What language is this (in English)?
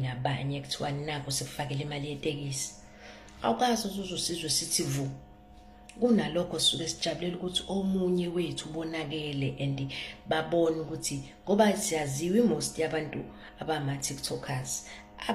Zulu